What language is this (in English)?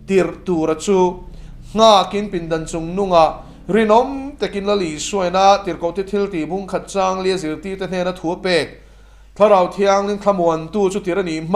Mizo